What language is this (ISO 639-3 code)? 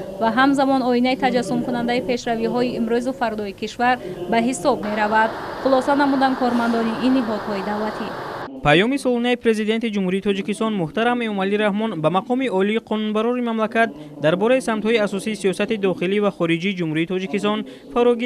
tgk